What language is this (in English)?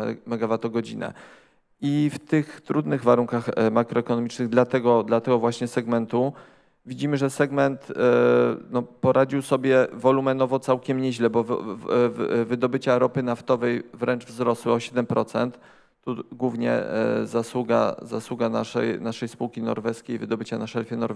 Polish